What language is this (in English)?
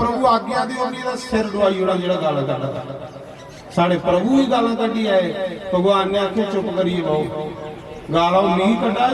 Dogri